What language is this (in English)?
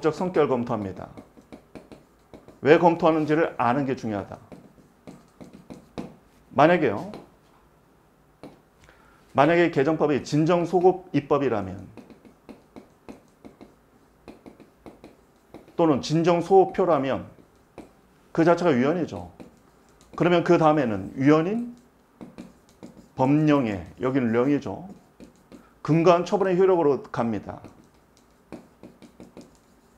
Korean